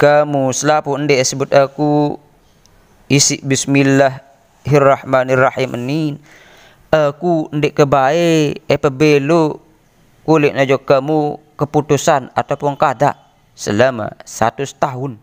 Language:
Sasak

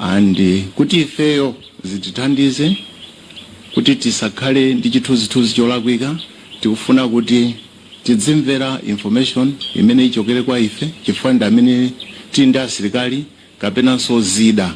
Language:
Nyanja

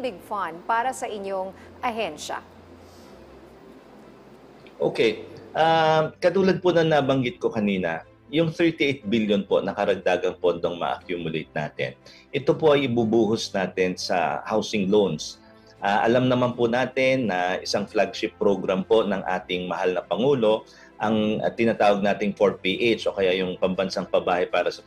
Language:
Filipino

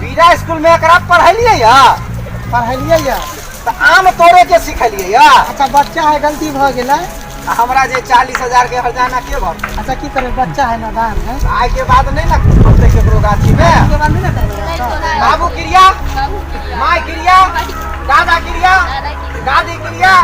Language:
Maithili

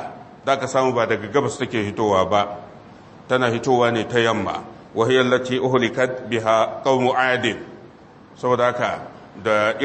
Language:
Hausa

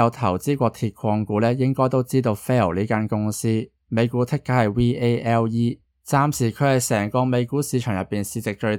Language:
Cantonese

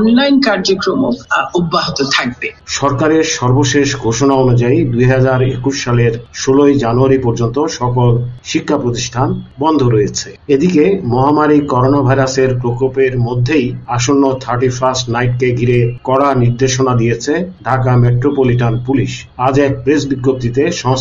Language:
Bangla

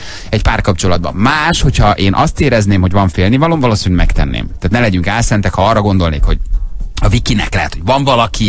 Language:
Hungarian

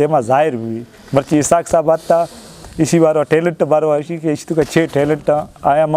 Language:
Eastern Balochi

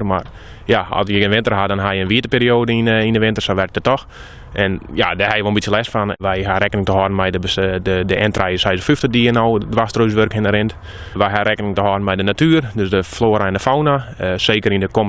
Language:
Western Frisian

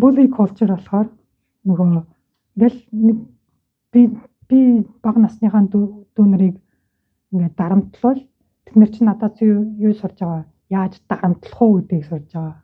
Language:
Mongolian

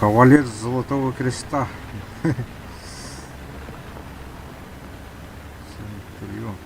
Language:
Yakut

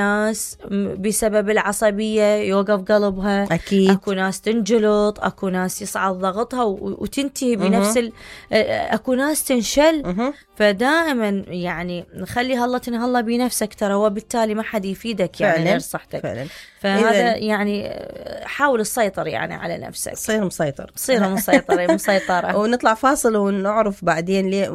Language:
Mesopotamian Arabic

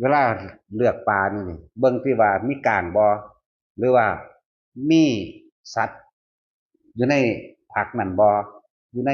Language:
Northeastern Thai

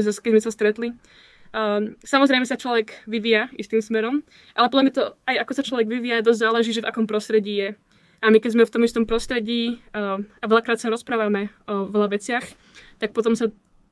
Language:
Slovak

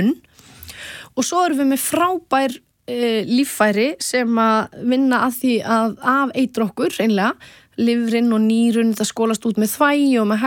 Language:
Icelandic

